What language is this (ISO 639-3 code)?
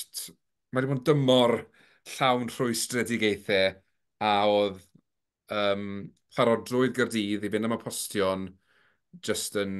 cym